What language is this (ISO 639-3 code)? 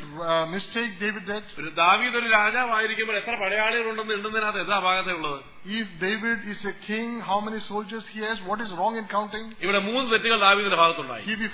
mal